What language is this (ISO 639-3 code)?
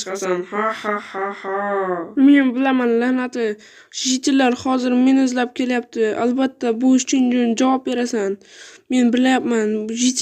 uzb